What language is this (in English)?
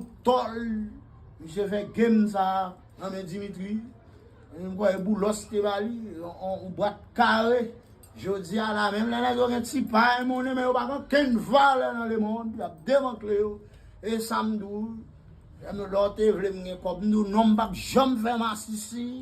Haitian Creole